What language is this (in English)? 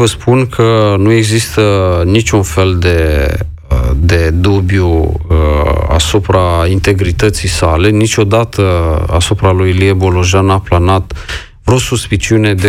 Romanian